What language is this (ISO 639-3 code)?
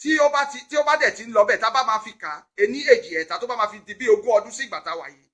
yor